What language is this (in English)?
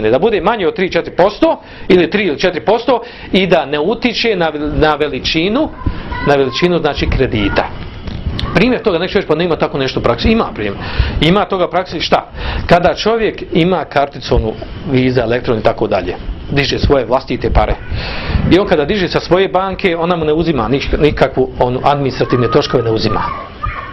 Bosnian